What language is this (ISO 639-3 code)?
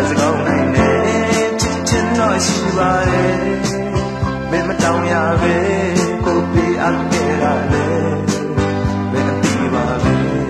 mya